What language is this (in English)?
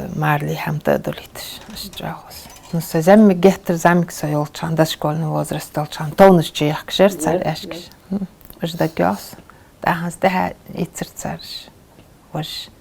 Ingush